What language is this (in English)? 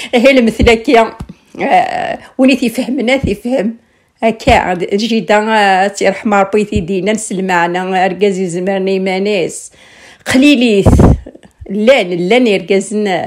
Kabyle